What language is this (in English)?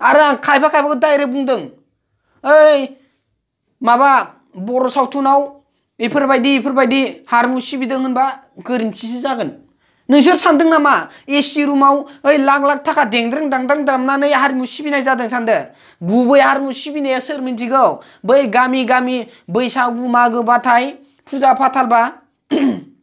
Bodo